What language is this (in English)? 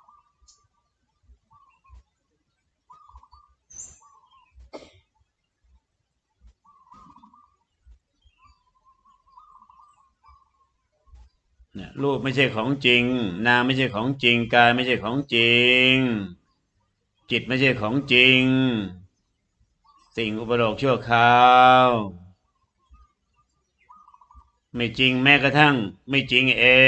Thai